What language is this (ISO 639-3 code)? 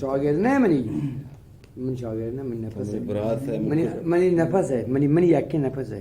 bgp